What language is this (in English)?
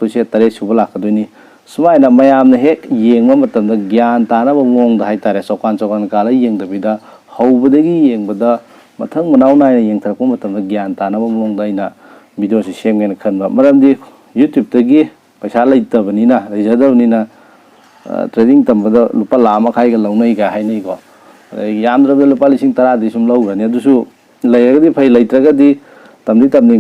Manipuri